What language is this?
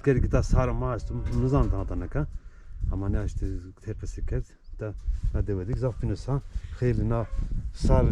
Zaza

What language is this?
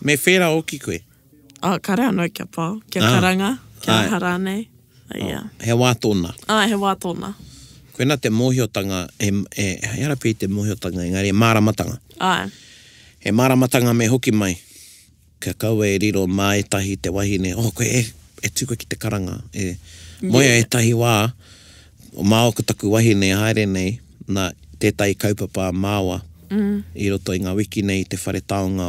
Māori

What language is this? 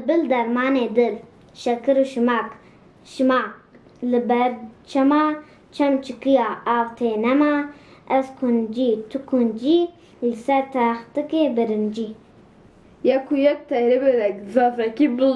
Kurdish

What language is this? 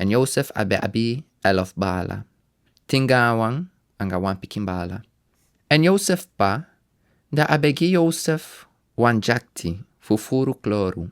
Sranan Tongo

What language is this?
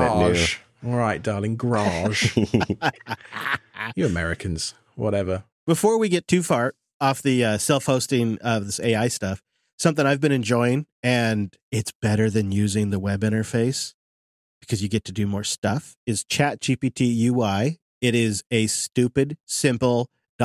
English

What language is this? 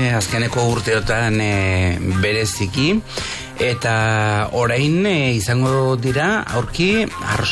Basque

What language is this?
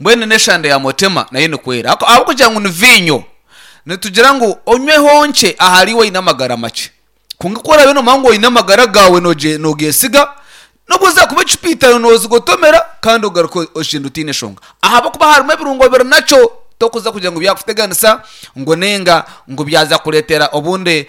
Nyankole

